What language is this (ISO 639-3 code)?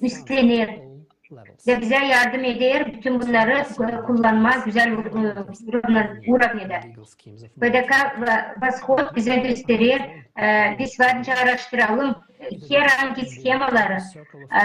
gag